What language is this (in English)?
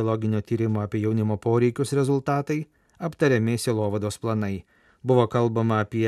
Lithuanian